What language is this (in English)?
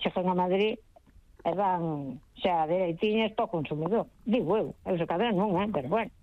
Galician